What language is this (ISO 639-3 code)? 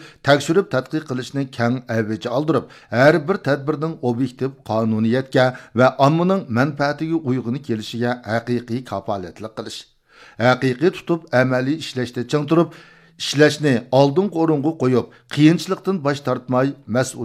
uig